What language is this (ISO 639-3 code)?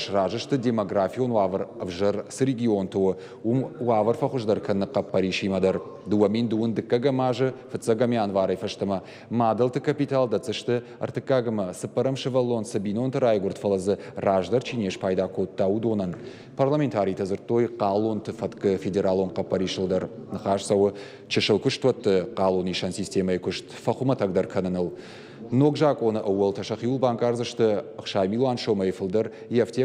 oss